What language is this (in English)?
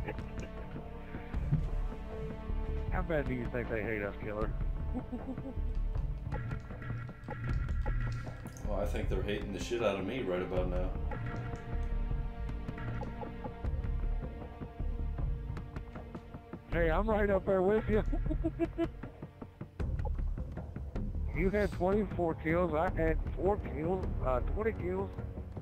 English